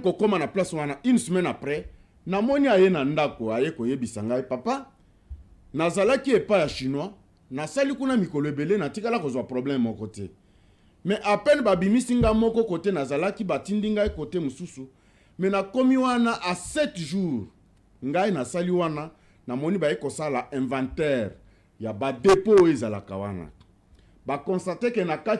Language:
Lingala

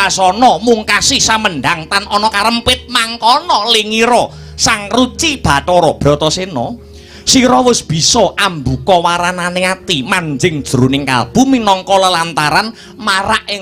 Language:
Javanese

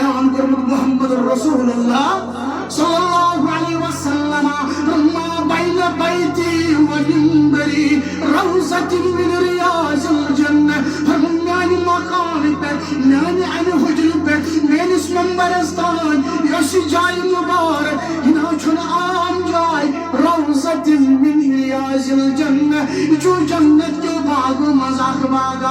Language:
Kashmiri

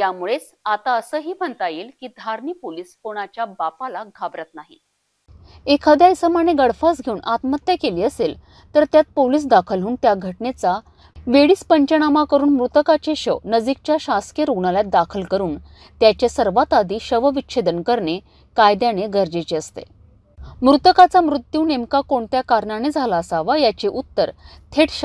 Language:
Marathi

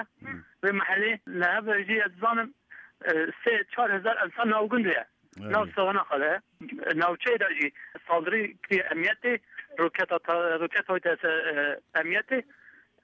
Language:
Kurdish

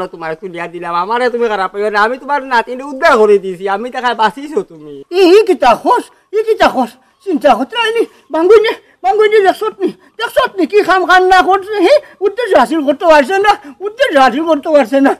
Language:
Sylheti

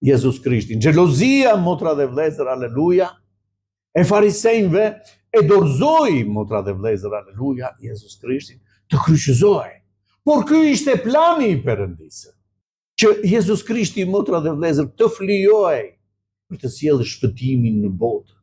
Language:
Albanian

